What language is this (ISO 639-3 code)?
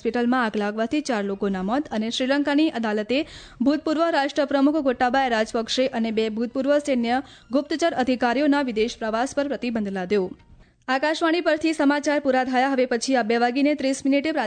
guj